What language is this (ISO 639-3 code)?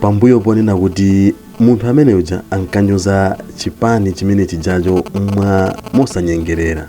nya